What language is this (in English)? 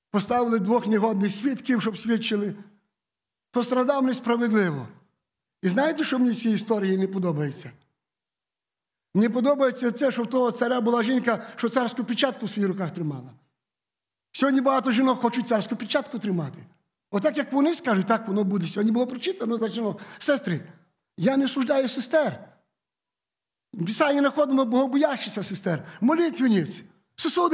Ukrainian